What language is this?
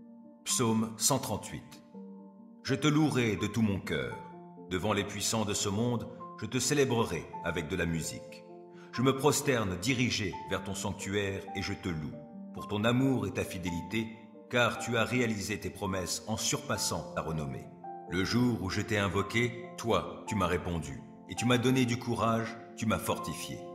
French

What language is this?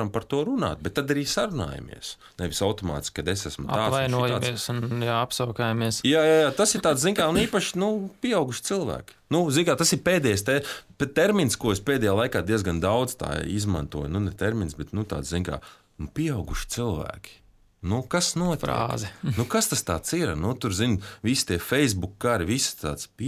Latvian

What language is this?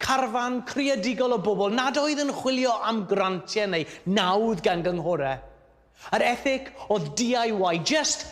Welsh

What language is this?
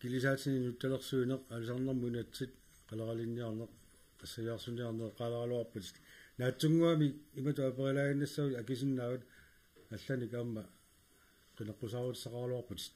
Kalaallisut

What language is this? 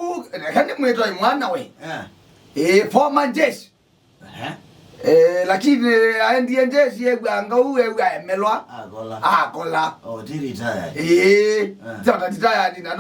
Kamba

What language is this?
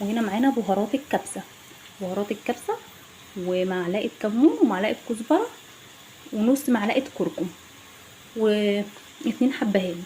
Egyptian Arabic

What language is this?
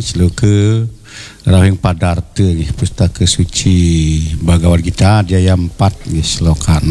Balinese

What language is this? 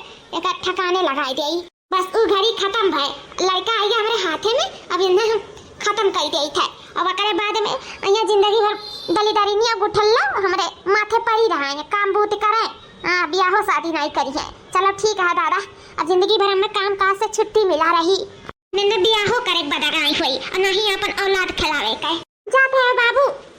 Awadhi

